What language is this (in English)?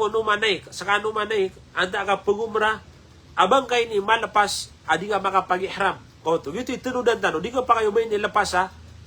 Maranao